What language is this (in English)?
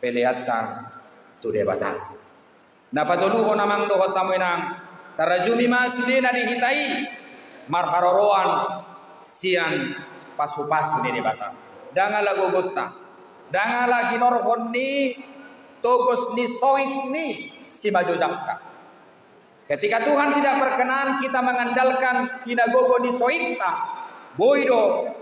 Batak Toba